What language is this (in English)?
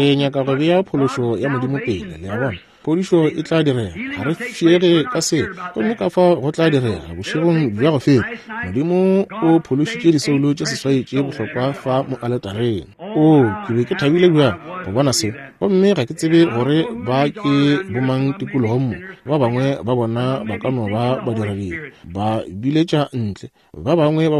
Northern Sotho